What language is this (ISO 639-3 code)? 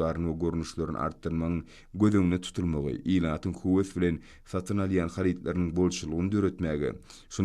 tuk